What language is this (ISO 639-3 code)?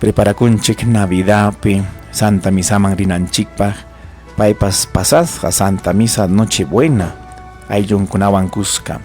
quy